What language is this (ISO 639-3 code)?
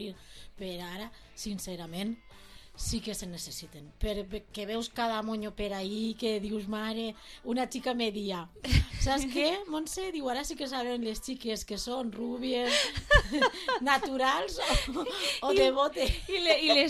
cat